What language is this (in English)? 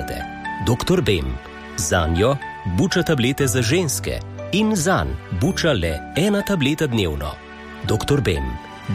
Slovenian